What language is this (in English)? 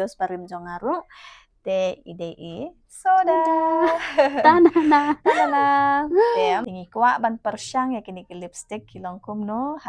Khasi